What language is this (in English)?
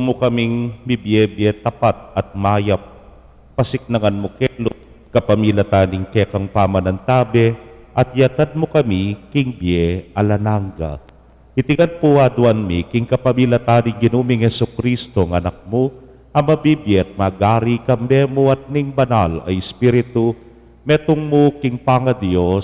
Pampanga